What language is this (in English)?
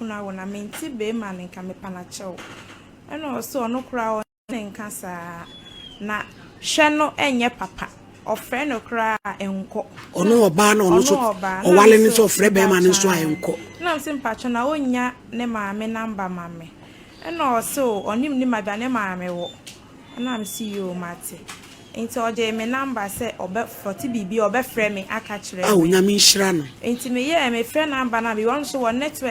Akan